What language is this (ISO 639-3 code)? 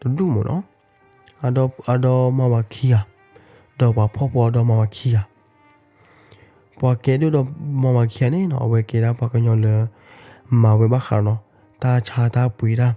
ksw